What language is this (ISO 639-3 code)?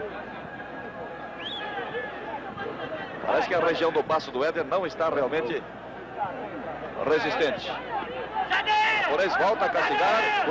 por